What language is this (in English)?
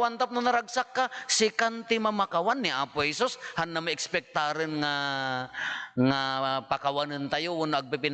Iloko